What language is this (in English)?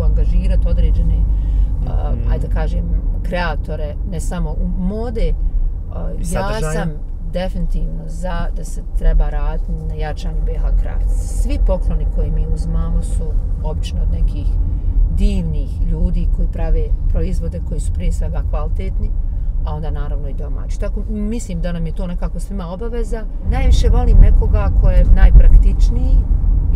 Bosnian